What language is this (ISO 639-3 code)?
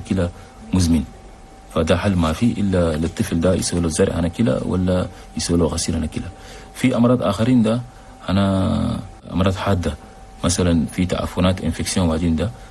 shu